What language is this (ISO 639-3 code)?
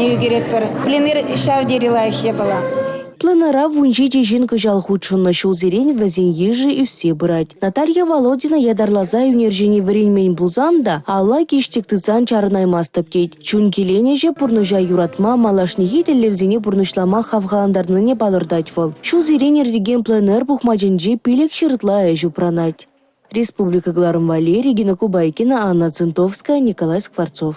chv